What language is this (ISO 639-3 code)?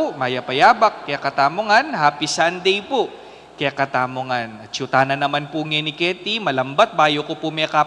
pam